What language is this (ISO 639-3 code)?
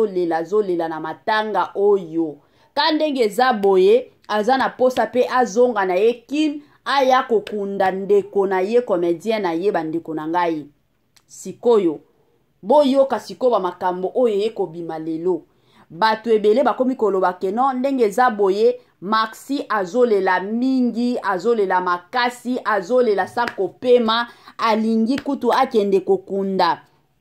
lin